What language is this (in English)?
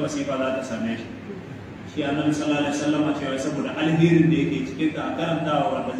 Hausa